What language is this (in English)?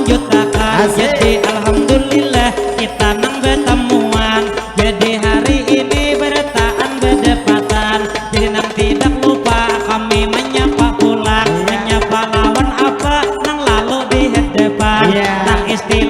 Banjar